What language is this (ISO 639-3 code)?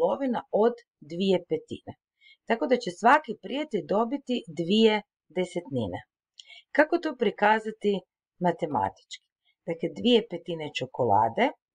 hrv